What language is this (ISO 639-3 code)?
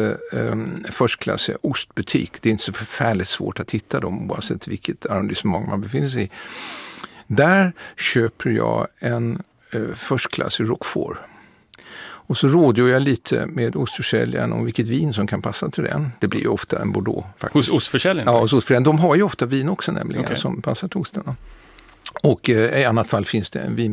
swe